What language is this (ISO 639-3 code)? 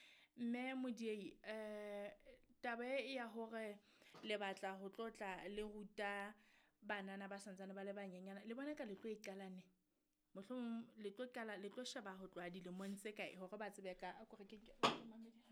sot